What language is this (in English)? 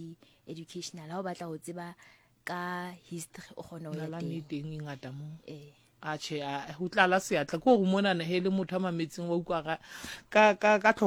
Southern Sotho